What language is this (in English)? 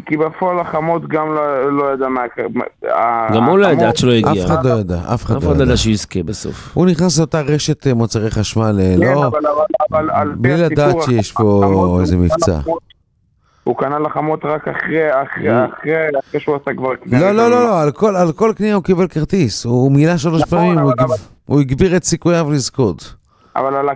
Hebrew